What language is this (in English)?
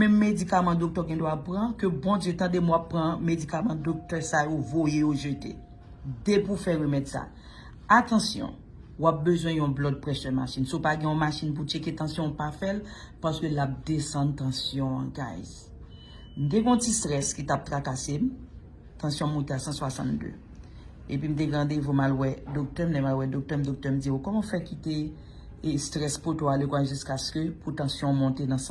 Haitian Creole